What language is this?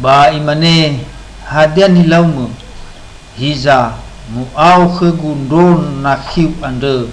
Nias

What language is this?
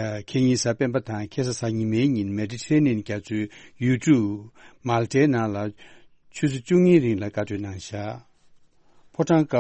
Tibetan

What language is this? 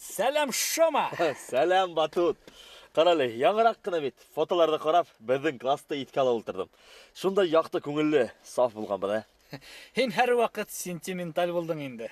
Bashkir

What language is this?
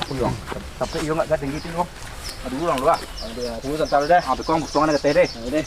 Minangkabau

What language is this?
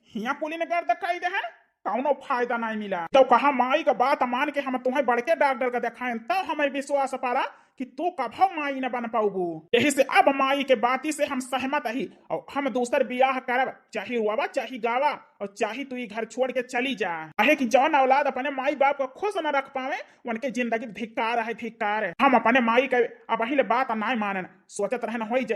Awadhi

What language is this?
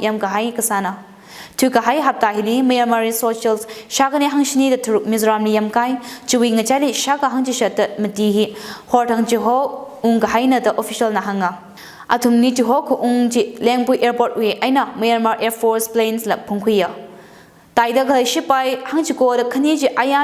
Tangkhul Naga (India)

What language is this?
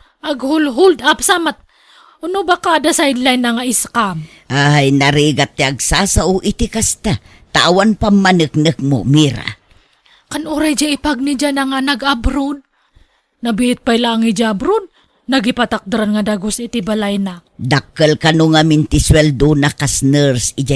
Iloko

